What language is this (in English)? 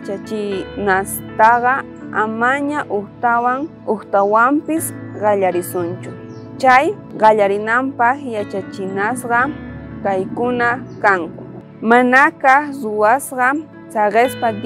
South Bolivian Quechua